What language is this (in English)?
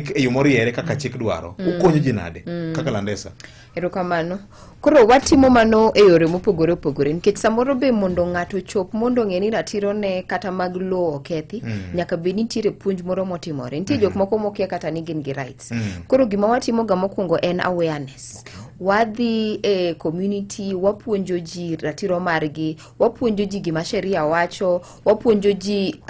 Luo (Kenya and Tanzania)